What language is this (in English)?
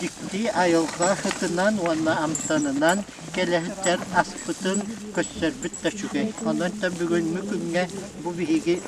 Yakut